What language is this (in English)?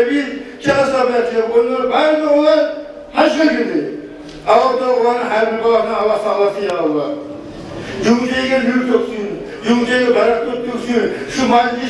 Kumyk